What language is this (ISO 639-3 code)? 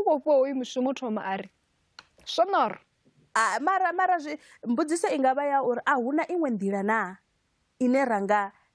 ven